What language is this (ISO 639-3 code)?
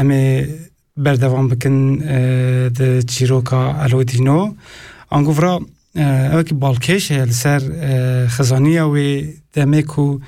kur